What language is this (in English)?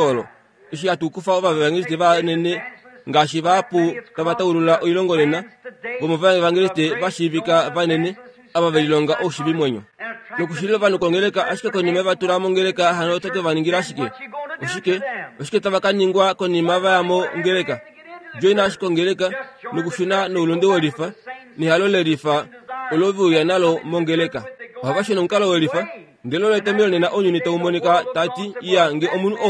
Kuanyama